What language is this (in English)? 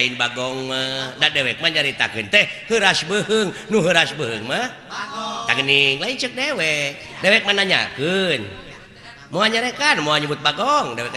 Sundanese